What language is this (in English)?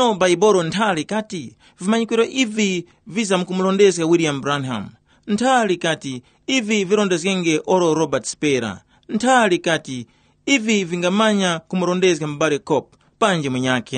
Tumbuka